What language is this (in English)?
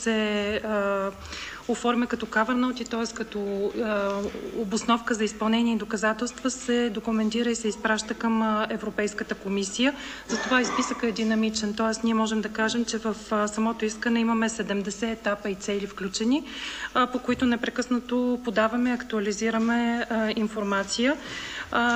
Bulgarian